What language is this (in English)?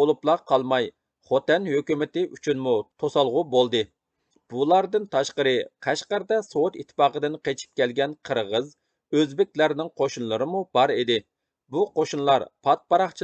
Uyghur